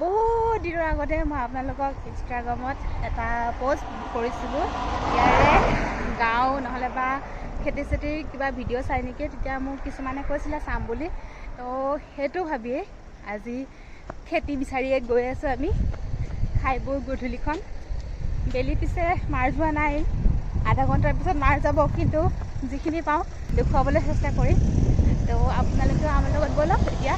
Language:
Assamese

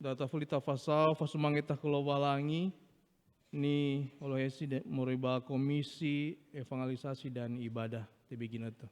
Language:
Nias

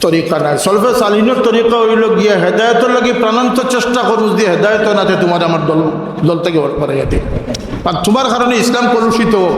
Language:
Sylheti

